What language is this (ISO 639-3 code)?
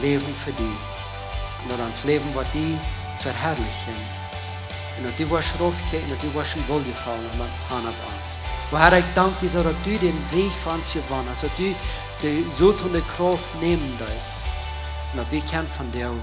pdt